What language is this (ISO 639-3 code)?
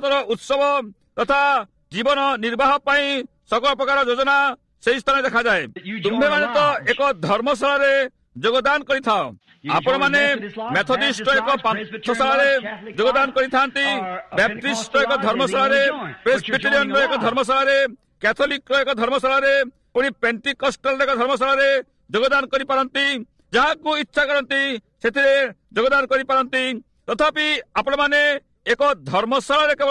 ori